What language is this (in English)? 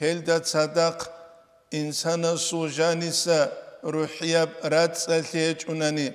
Avaric